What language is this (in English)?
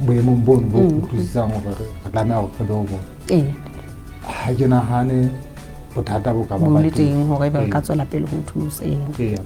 Southern Sotho